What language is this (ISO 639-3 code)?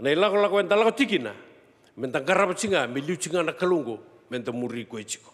fij